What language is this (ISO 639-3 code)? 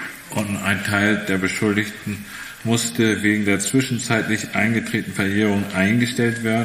deu